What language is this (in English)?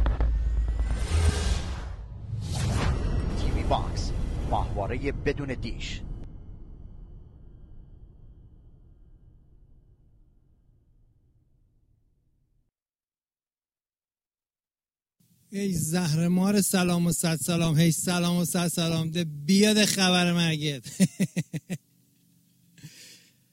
Persian